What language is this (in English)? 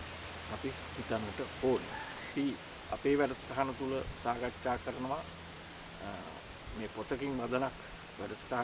Sinhala